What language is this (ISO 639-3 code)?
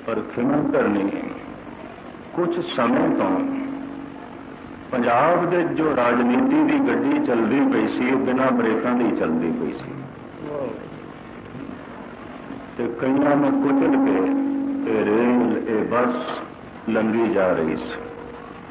pan